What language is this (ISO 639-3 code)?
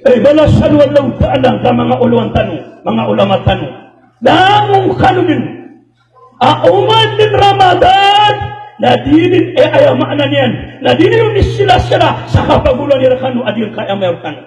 mrw